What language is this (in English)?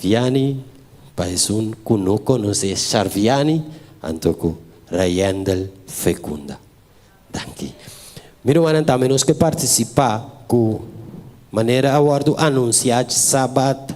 Papiamento